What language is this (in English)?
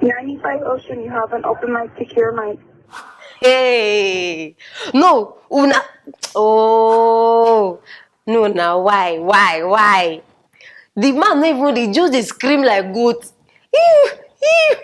Nigerian Pidgin